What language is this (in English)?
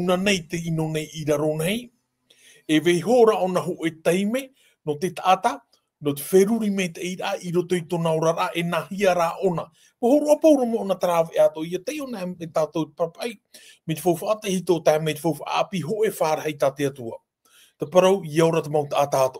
Tahitian